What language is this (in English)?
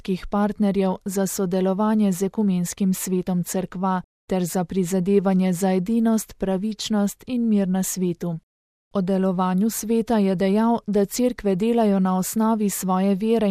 Slovenian